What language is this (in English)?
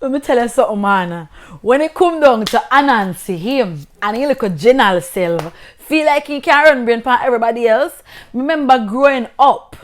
Jamaican Creole English